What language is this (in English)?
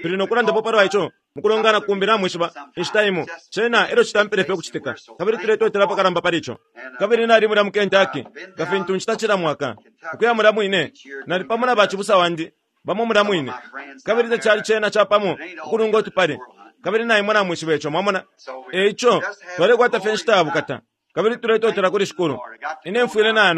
Bemba